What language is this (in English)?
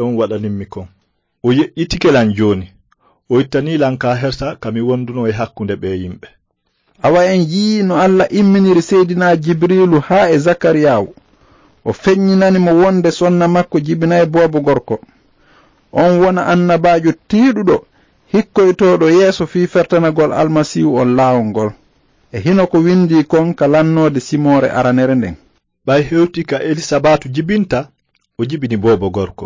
Fula